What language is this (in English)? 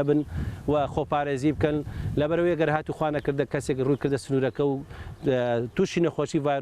Central Kurdish